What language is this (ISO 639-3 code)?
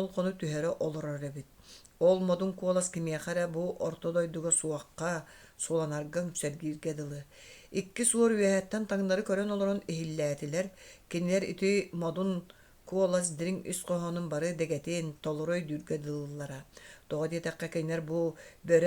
sah